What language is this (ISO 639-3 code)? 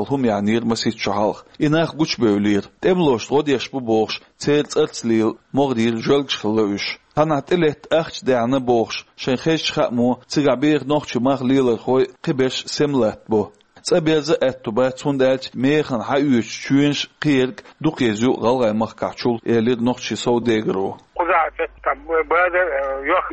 che